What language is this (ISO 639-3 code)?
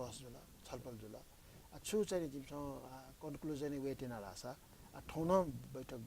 new